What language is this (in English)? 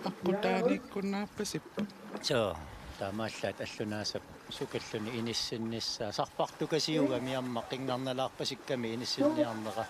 Kalaallisut